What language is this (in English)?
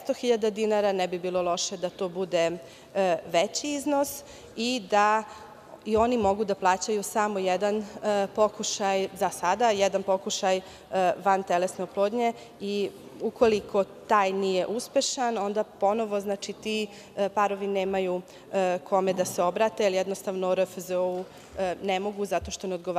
Serbian